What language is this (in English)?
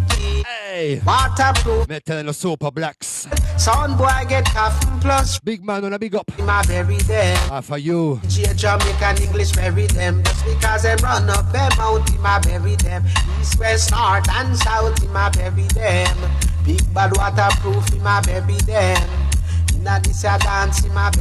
Jamaican Creole English